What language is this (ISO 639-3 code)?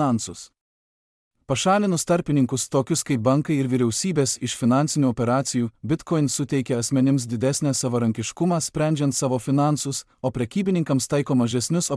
lit